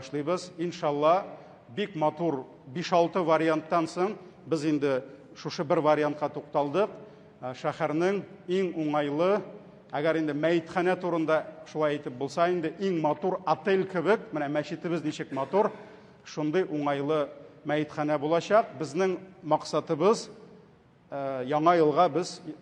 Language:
Tatar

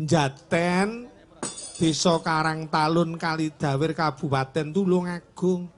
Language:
Javanese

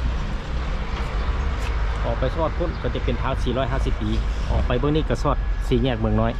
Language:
Lao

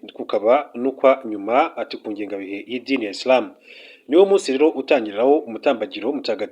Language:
Kinyarwanda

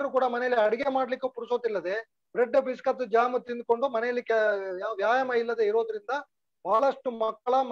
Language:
Kannada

